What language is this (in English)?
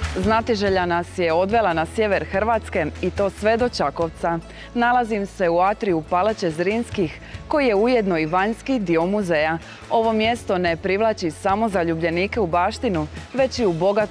Croatian